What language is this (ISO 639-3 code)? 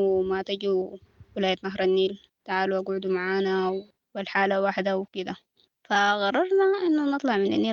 apd